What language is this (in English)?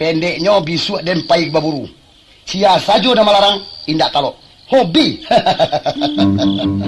Minangkabau